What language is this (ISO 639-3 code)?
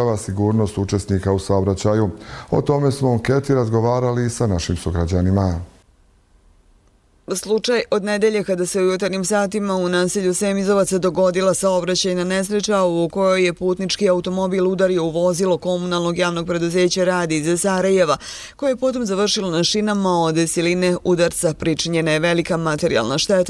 bos